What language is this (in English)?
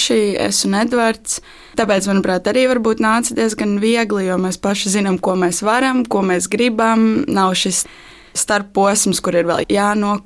Latvian